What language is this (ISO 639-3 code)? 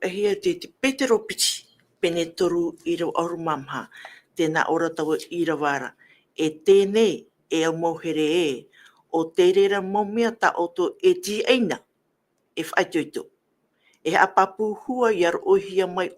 tah